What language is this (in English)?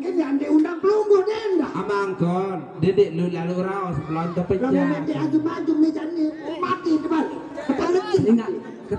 Sasak